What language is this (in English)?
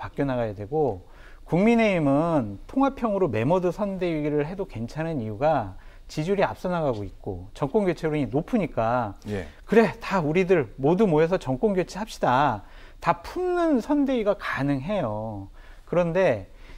Korean